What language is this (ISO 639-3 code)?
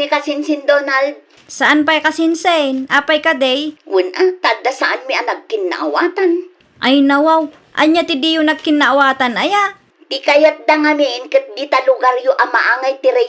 ilo